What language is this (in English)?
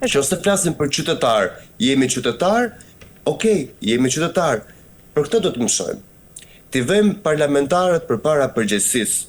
Albanian